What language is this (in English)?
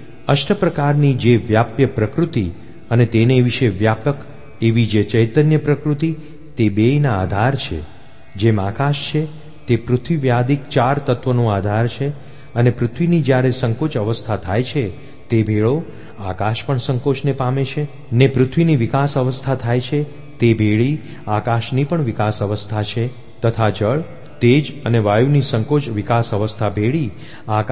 Gujarati